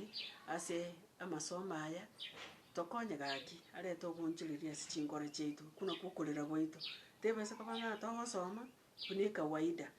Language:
Gusii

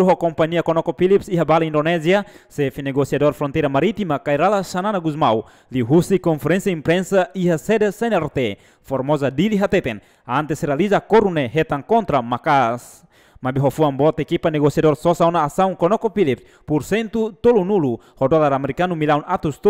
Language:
Tetum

